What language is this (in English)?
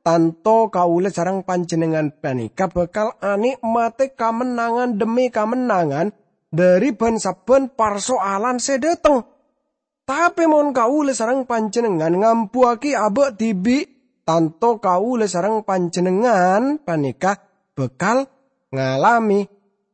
Madurese